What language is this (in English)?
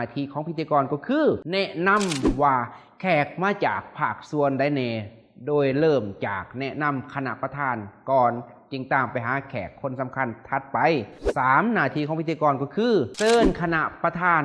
Lao